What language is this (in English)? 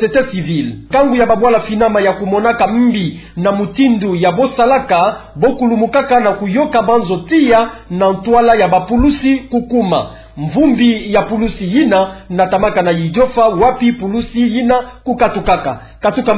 Kituba (Democratic Republic of Congo)